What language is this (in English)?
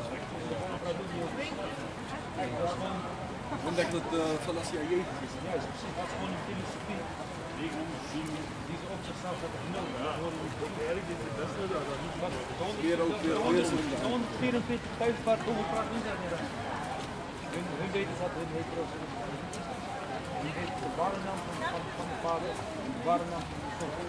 Dutch